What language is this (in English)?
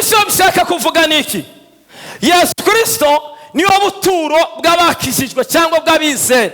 Kinyarwanda